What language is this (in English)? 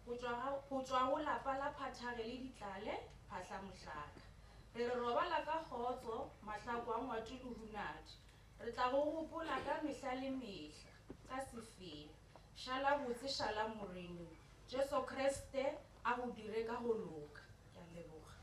Northern Sotho